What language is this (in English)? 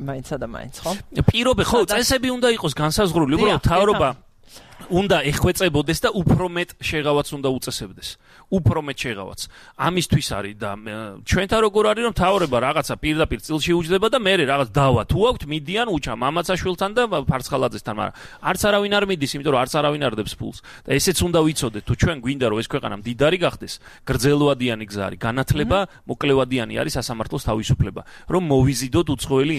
Georgian